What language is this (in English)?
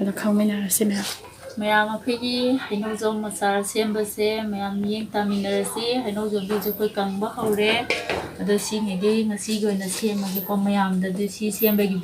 Manipuri